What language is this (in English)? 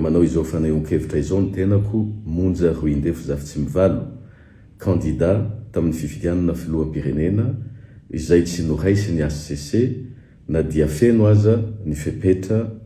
Malagasy